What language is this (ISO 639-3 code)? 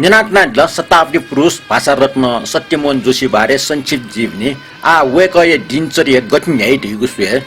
new